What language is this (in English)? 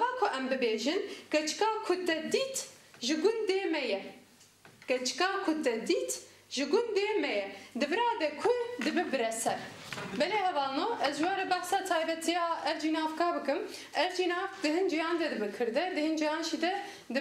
Kurdish